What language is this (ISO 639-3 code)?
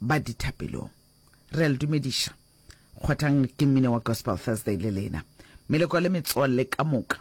nso